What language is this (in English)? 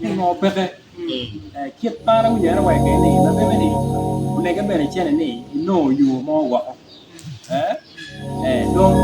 Acoli